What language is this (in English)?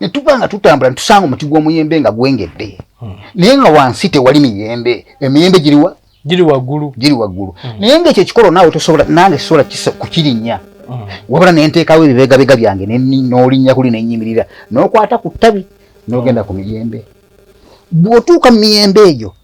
Ganda